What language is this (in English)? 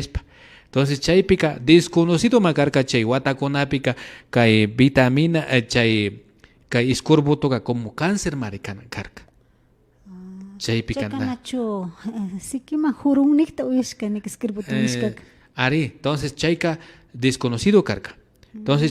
Imbabura Highland Quichua